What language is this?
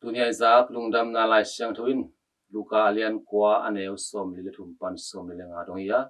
Tedim Chin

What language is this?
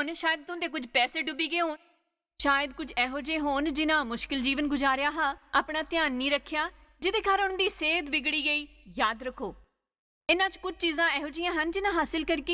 Dogri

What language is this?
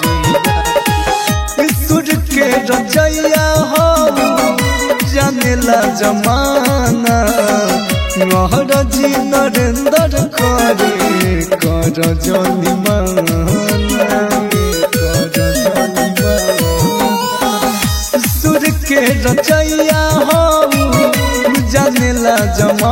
Bhojpuri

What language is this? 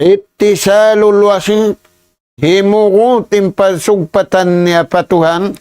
Tausug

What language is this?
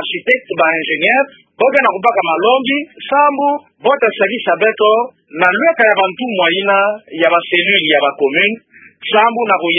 Kituba (Democratic Republic of Congo)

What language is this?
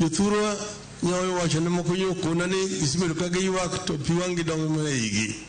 Luo (Kenya and Tanzania)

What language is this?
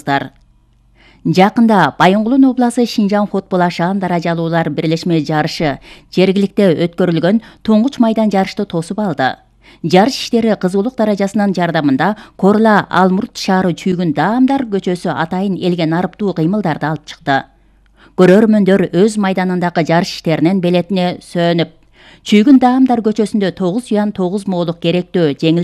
Kyrgyz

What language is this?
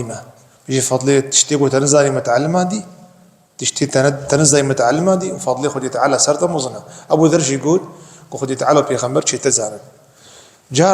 Kurdish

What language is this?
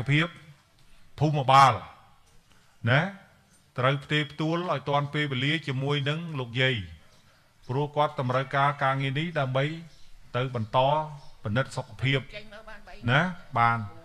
Khmer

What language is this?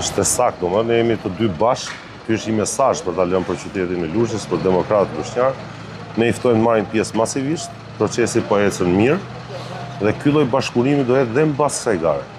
Albanian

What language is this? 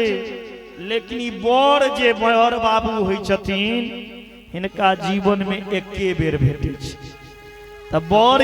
Maithili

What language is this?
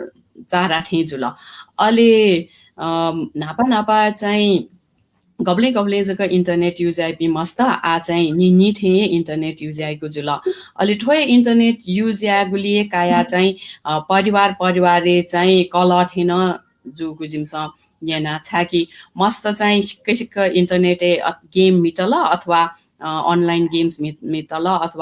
Newari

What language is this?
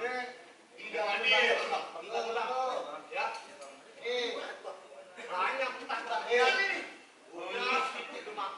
Betawi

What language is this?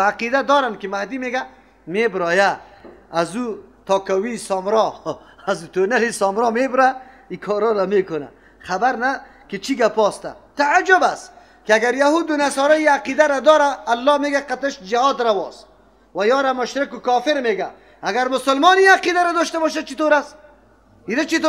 Persian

